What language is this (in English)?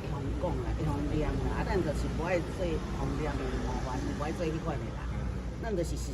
Min Nan Chinese